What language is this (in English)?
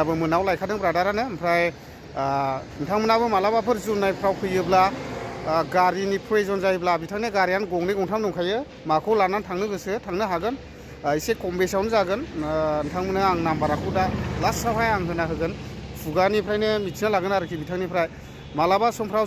Bodo